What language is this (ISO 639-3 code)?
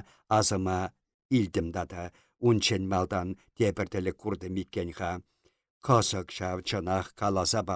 chv